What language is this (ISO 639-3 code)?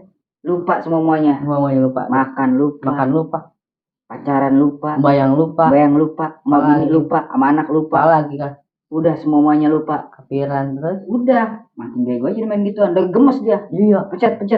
bew